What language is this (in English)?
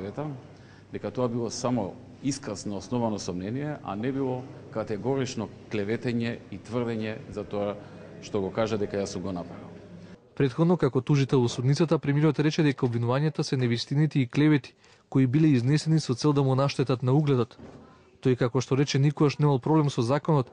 Macedonian